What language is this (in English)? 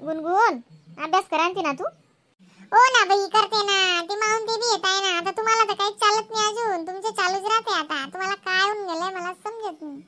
Khandesi